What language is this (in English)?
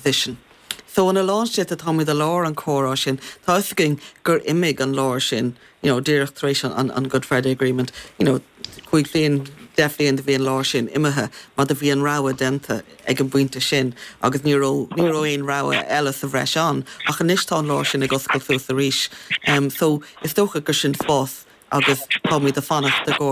Irish